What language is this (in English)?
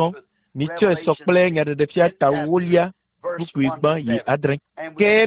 Ewe